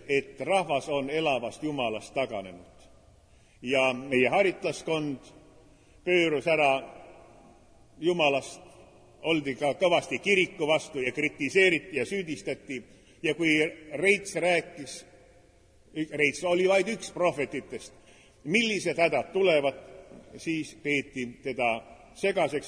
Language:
Estonian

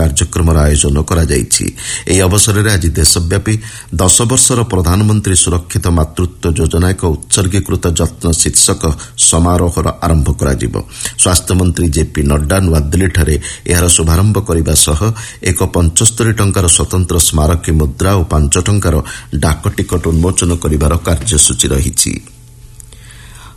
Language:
Odia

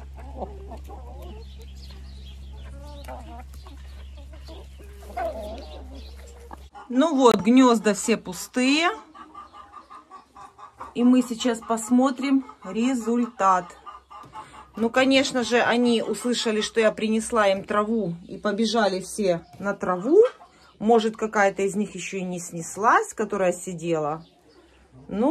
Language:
Russian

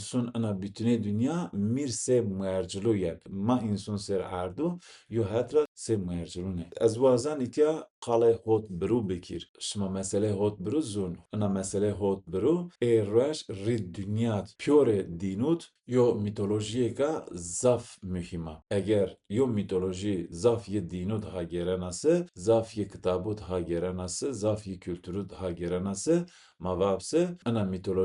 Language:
Zaza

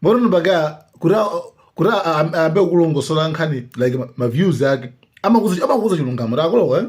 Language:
Nyanja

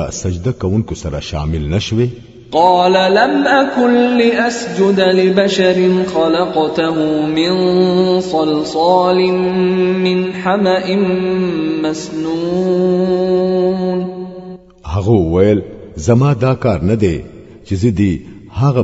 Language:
Pashto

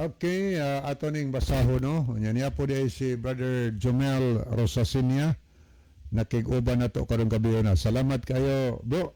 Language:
Cebuano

